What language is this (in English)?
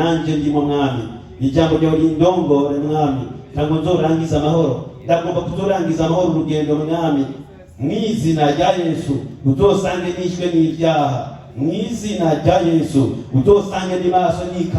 Rundi